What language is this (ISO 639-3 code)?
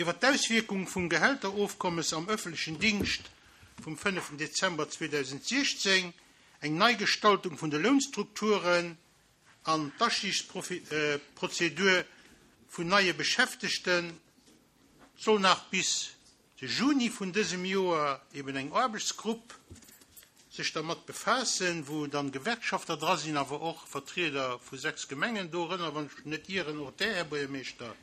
ltz